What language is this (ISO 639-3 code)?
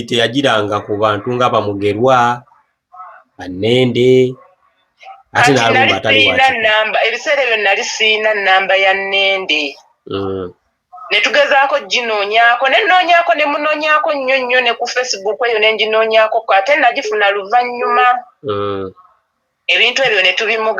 lug